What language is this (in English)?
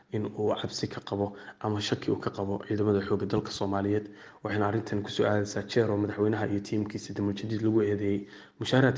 Somali